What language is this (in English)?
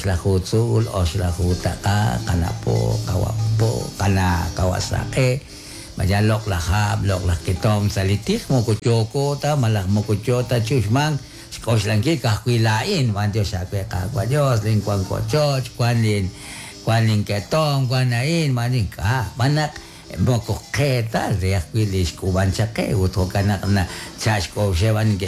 Kekchí